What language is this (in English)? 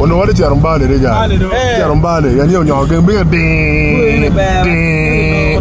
Acoli